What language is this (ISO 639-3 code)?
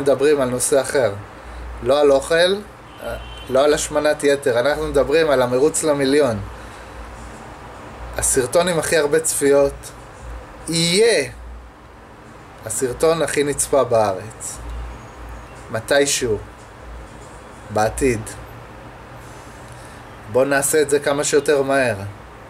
heb